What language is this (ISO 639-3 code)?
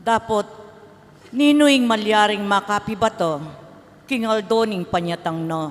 pam